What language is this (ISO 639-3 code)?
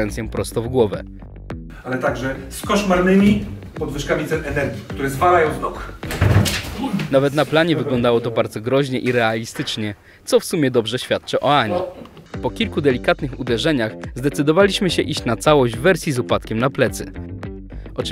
pol